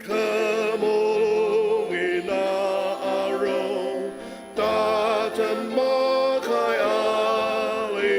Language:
Ao Naga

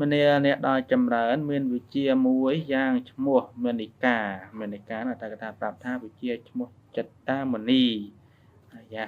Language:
Khmer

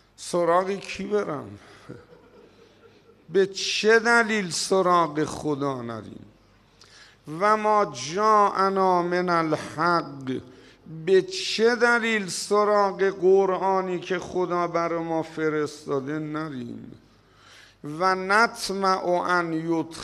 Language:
Persian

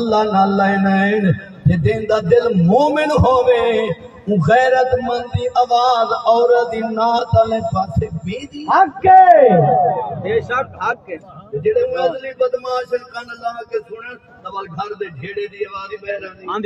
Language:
Saraiki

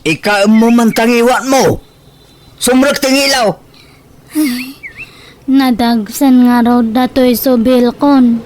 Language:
Iloko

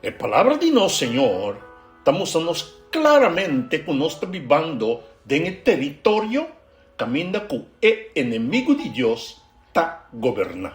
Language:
Papiamento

